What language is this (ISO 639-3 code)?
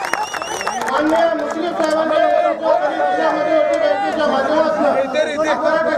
mar